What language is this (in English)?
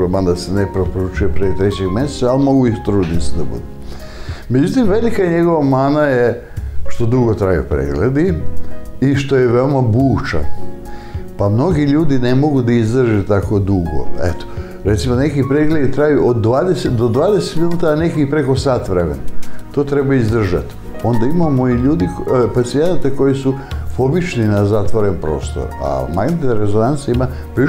Serbian